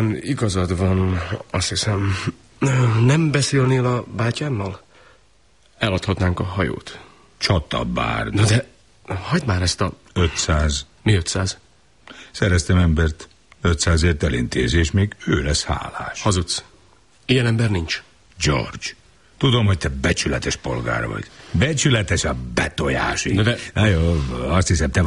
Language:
Hungarian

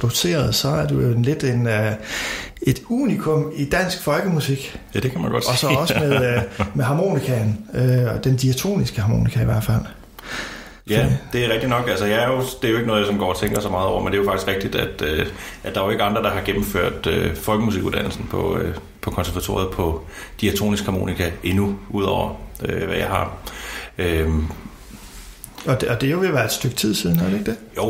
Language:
Danish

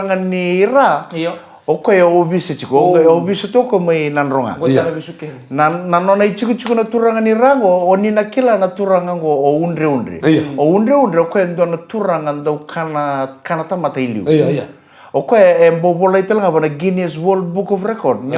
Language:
Fijian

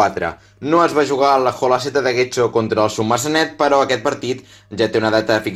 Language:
Catalan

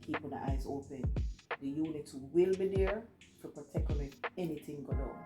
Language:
Jamaican Creole English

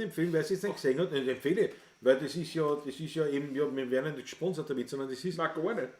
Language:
Bavarian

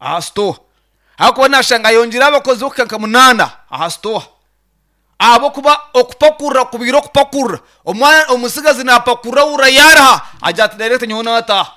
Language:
Nyankole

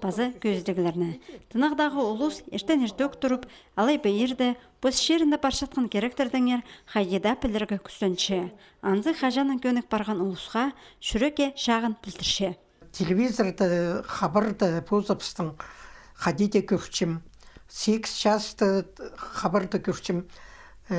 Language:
Khakas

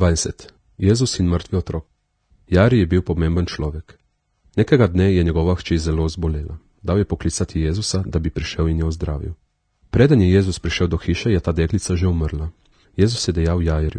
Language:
Slovenian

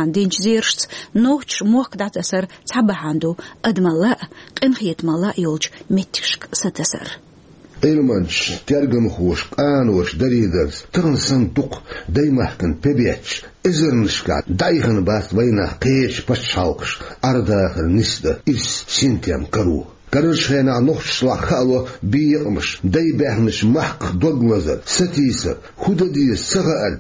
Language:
Chechen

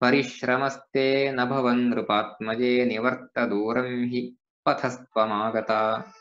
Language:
Sanskrit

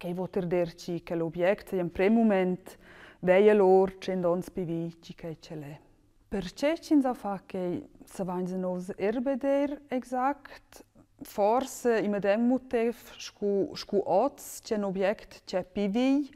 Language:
Romansh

